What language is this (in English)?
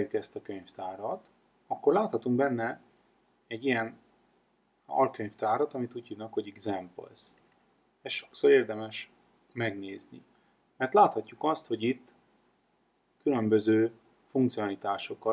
Hungarian